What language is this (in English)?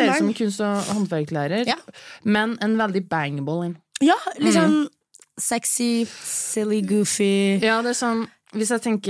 Norwegian